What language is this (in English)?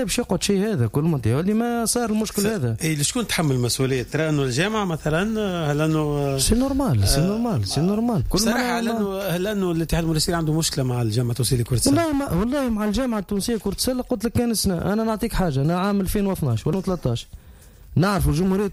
Tunisian Arabic